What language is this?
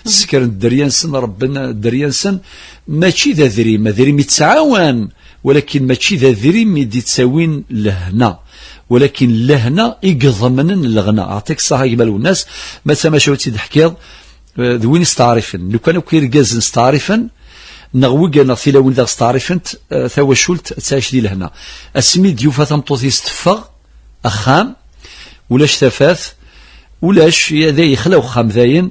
Kabyle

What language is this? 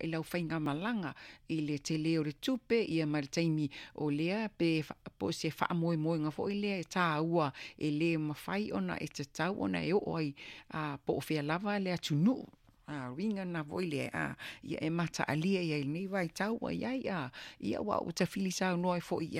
Samoan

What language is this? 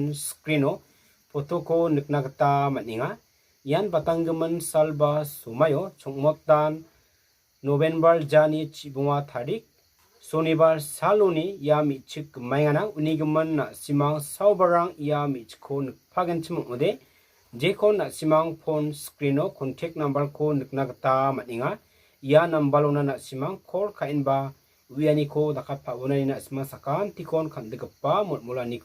Garo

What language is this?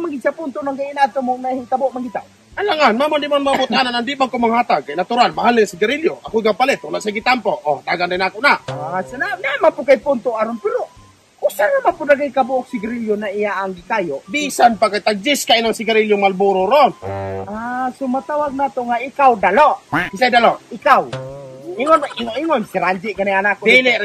Cebuano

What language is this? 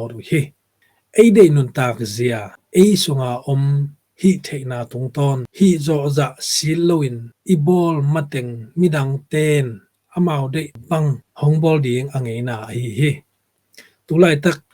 Tedim Chin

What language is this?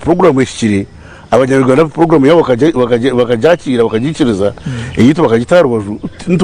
Nyankole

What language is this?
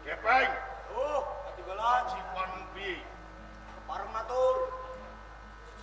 Javanese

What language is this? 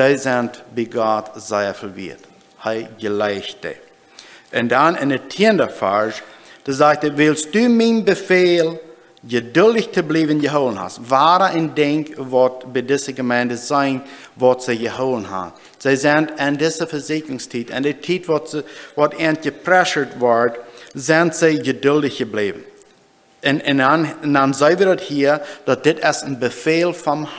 Plautdietsch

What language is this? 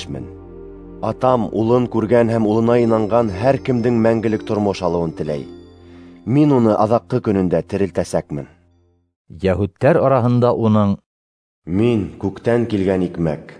Bashkir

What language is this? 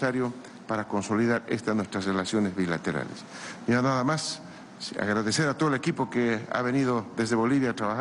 Spanish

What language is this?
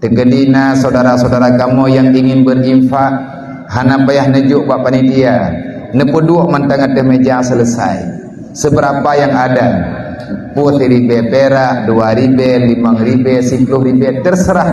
Achinese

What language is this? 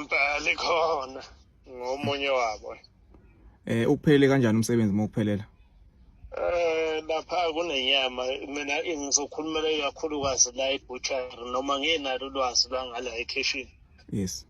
Zulu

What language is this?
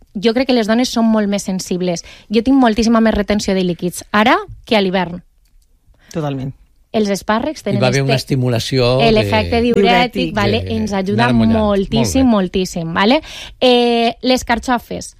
Catalan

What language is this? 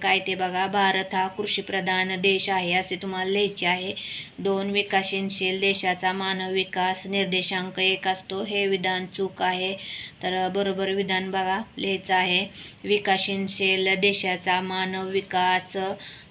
Marathi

